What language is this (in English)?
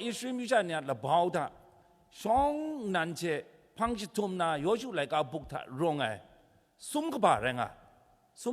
Kachin